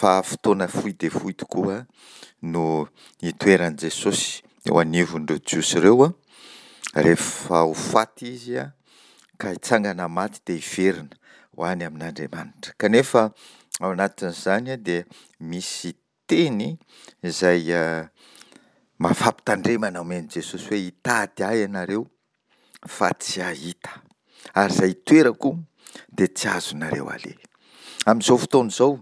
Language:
Malagasy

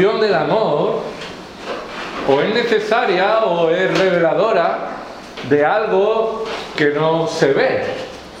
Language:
Spanish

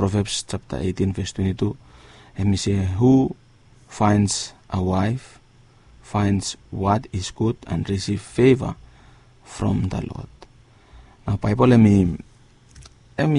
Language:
Bislama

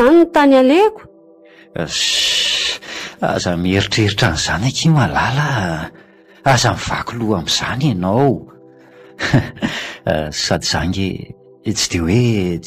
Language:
Malagasy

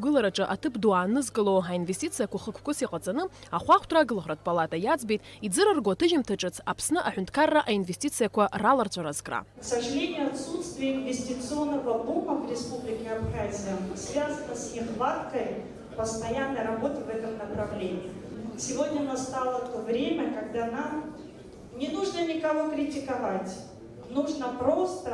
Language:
Abkhazian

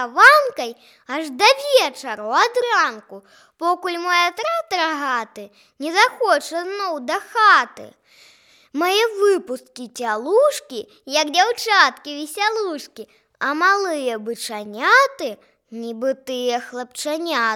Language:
Belarusian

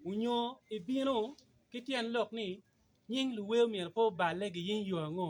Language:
Acoli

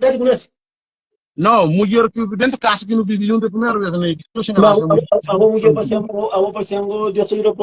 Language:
Kabuverdianu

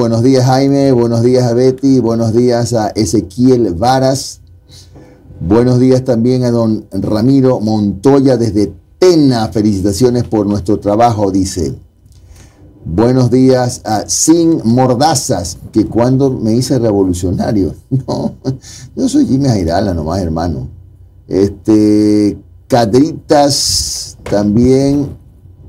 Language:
Spanish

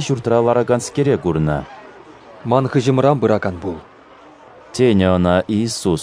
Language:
Chuvash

